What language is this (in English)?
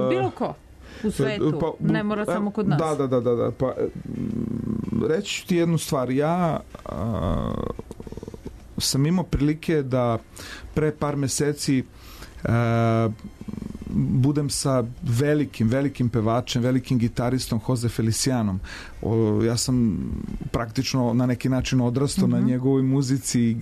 Serbian